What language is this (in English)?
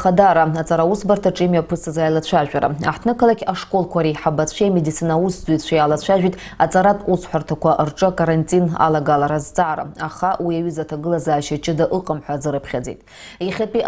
Abkhazian